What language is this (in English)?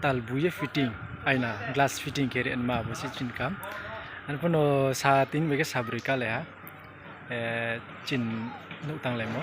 Riang (India)